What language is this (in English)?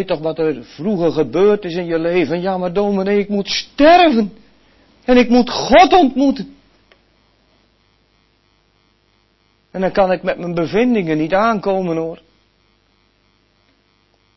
Dutch